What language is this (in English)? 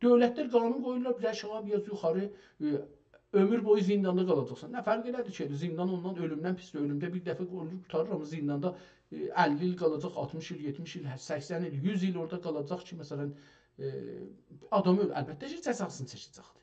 South Azerbaijani